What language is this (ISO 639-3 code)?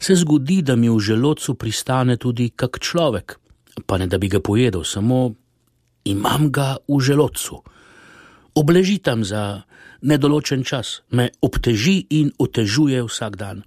slv